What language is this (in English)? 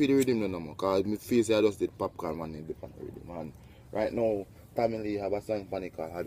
Jamaican Creole English